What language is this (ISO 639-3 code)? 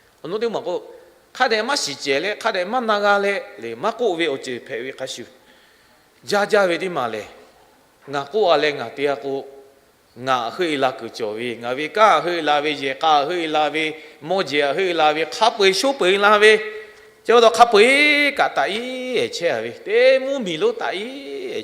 lhu